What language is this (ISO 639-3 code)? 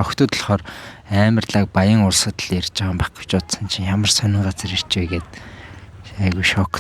mon